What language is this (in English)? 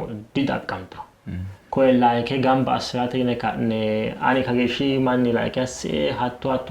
Sidamo